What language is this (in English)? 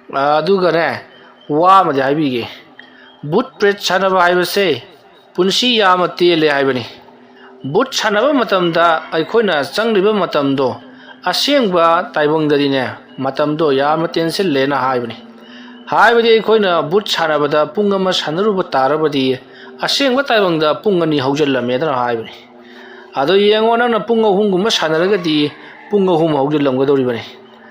Manipuri